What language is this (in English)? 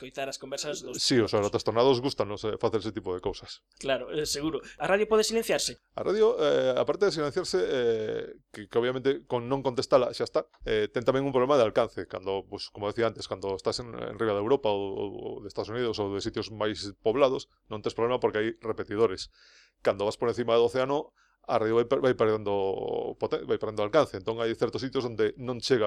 Galician